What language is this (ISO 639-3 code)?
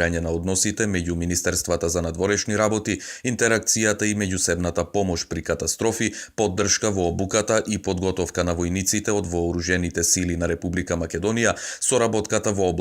mkd